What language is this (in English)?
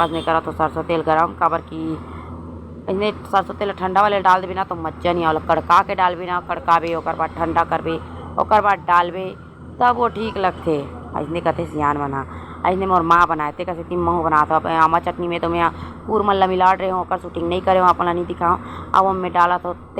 Chhattisgarhi